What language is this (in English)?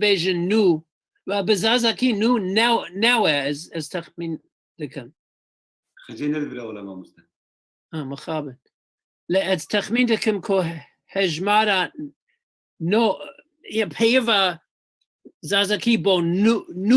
Kurdish